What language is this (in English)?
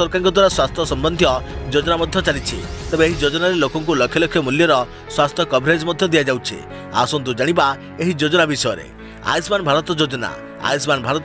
Odia